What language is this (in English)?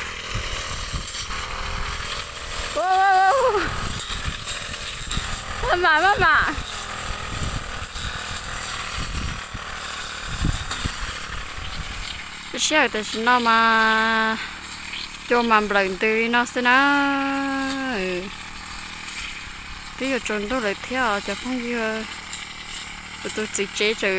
Vietnamese